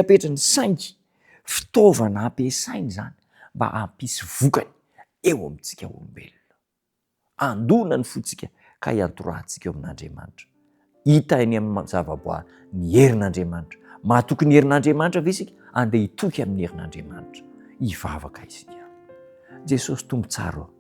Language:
Malagasy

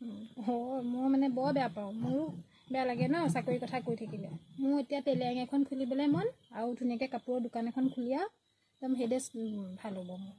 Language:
Assamese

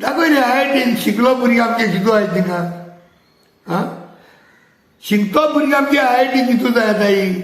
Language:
Konkani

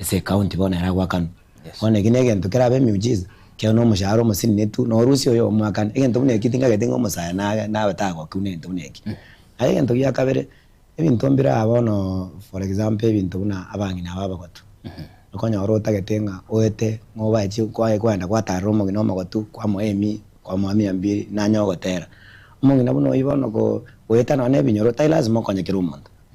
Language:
Gusii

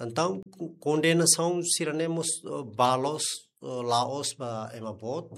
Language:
Tetum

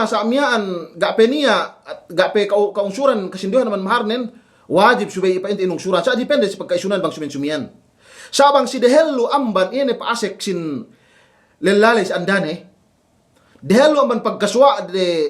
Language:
Yakan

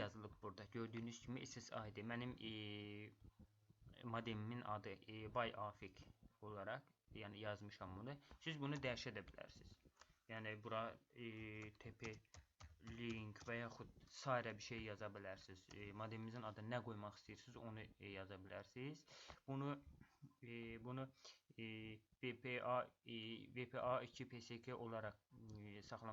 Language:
Azerbaijani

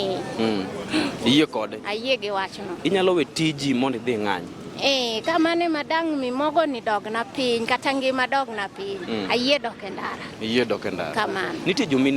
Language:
Luo (Kenya and Tanzania)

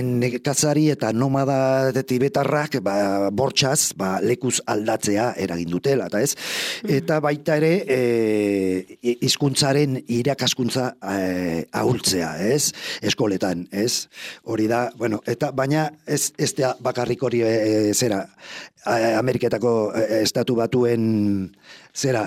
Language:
Basque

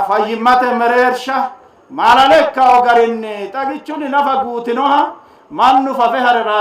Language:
Sidamo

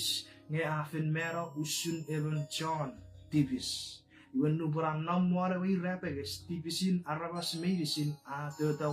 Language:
Chuukese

